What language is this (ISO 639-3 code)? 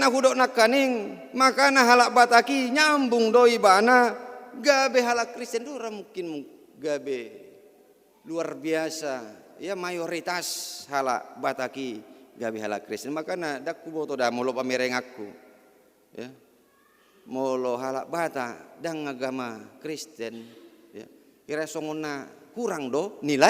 bbc